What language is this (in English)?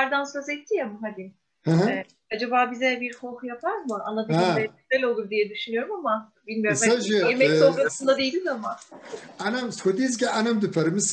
Kabardian